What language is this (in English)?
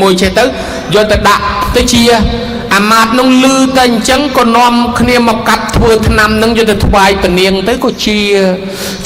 Khmer